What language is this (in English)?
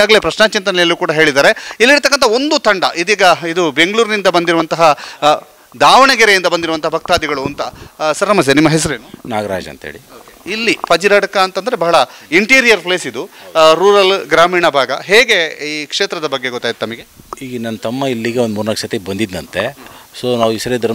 Kannada